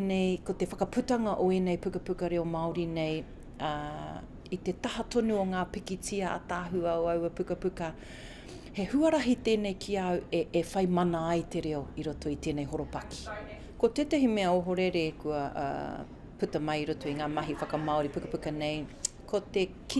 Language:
Māori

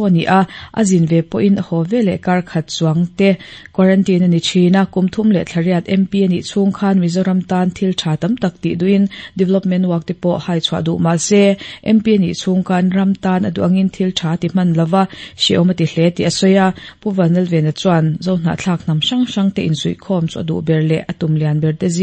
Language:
Mizo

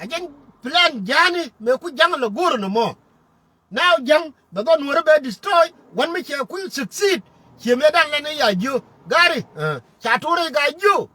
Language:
Nuer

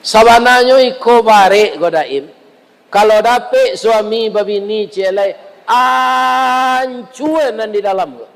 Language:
Minangkabau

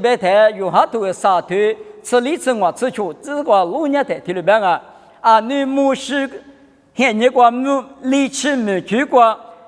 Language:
Lisu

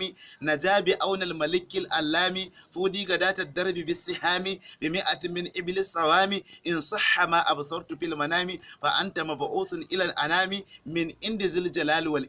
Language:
Hausa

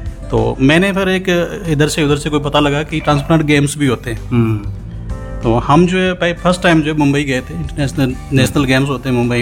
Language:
Hindi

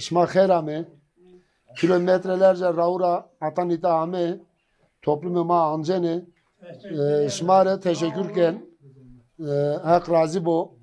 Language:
Zaza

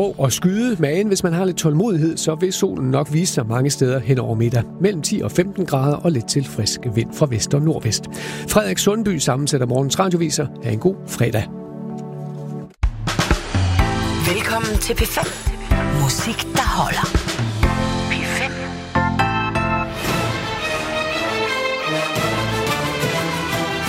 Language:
Danish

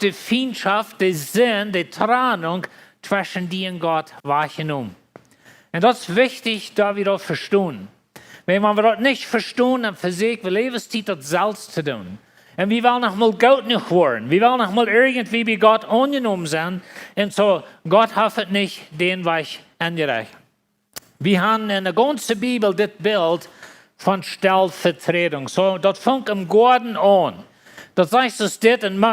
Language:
Plautdietsch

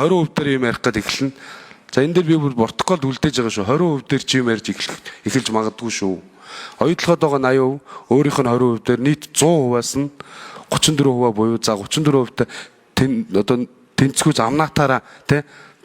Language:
Mongolian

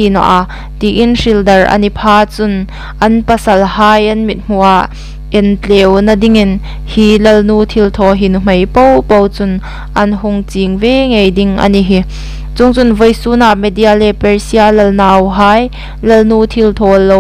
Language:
Hmar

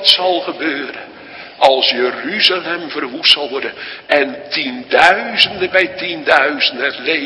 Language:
Dutch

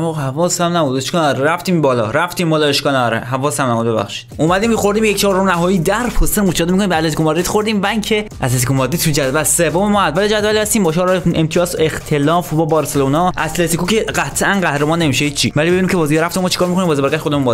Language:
Persian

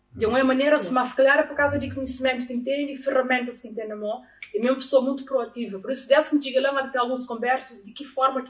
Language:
Kabuverdianu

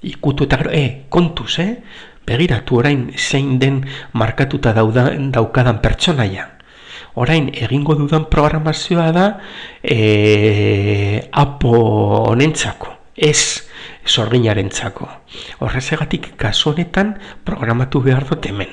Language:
Basque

